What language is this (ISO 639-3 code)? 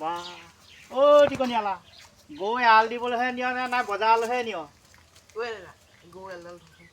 asm